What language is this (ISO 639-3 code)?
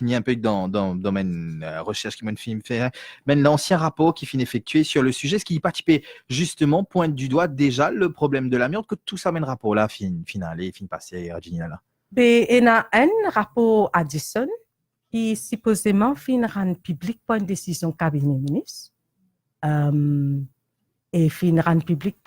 mfe